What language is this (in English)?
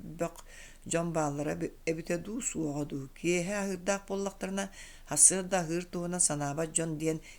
Yakut